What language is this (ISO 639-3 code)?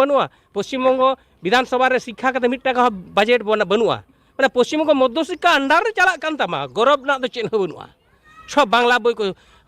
sat